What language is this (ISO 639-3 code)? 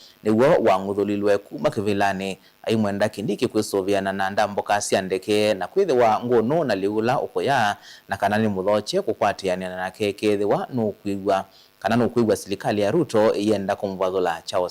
kam